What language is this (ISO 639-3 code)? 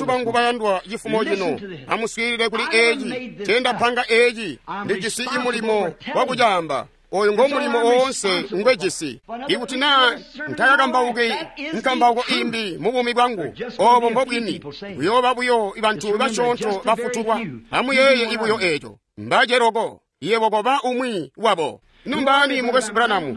toi